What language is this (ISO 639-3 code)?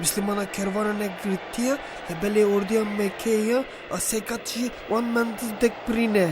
kur